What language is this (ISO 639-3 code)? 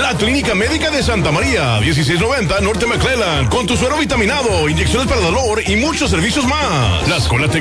spa